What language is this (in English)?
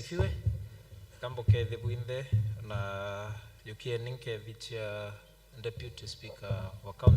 Meru